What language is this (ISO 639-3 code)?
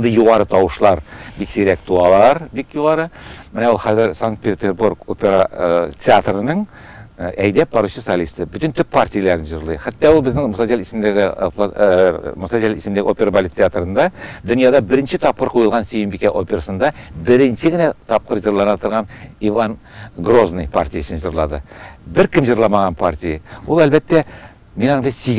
tat